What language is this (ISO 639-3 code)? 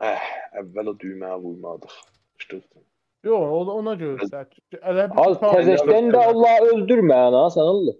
azb